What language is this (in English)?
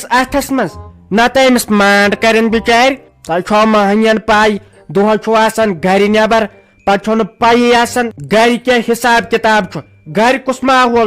Kashmiri